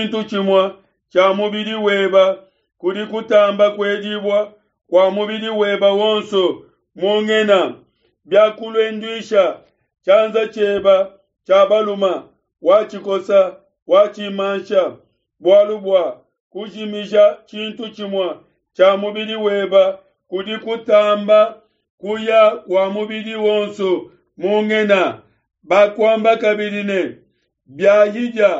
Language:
Luba-Lulua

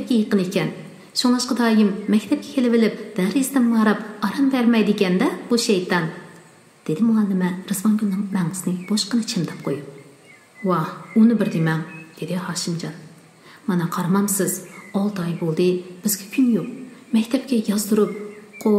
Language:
Uyghur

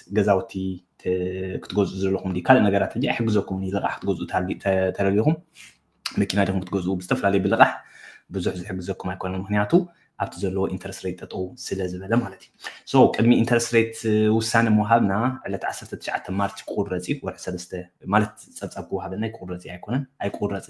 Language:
Tigrinya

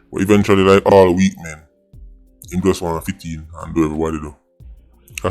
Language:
Jamaican Creole English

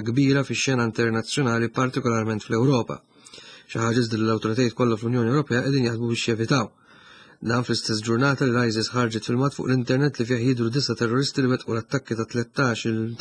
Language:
Maltese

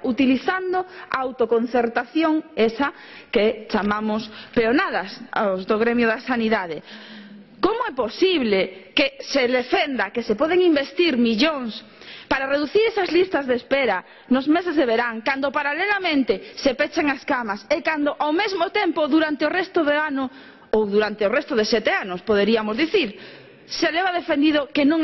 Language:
Galician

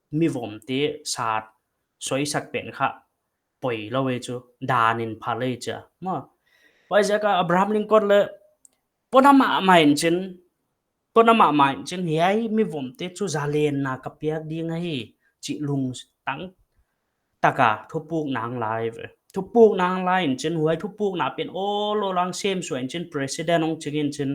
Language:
Paite Chin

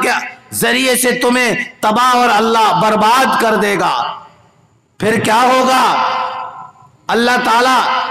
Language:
Urdu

